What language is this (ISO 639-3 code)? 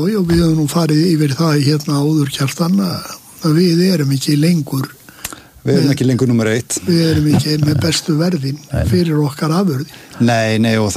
isl